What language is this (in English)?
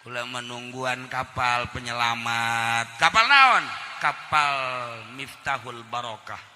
Sundanese